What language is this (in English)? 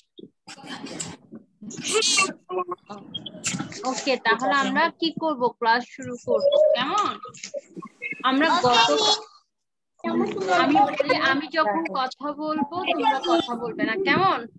Bangla